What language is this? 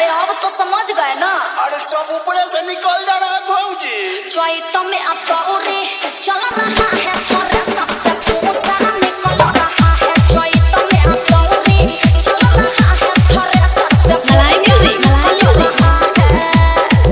Bhojpuri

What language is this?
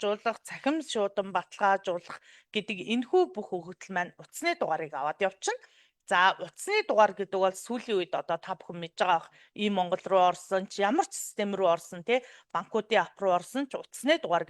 Mongolian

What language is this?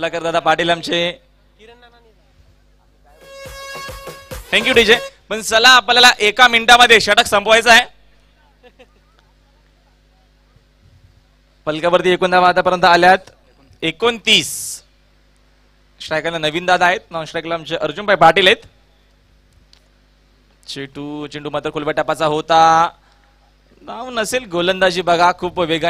Marathi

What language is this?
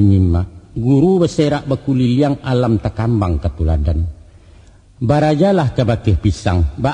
Minangkabau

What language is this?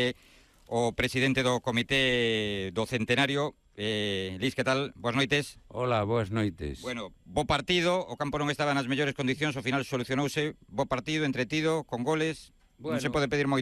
Galician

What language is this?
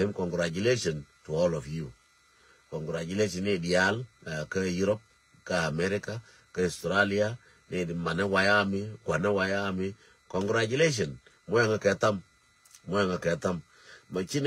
Nuer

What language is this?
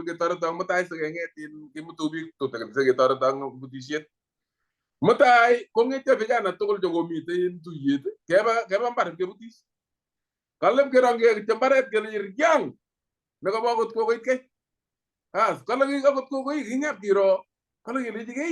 Kalenjin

